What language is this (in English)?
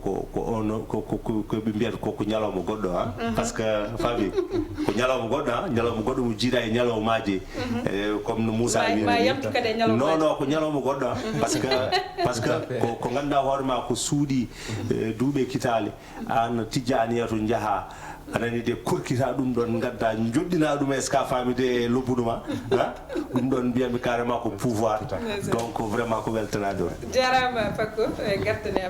Fula